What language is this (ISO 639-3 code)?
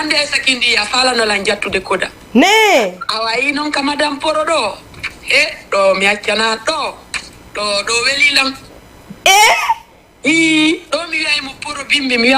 ful